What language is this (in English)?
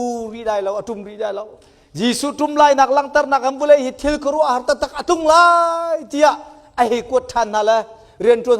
Hakha Chin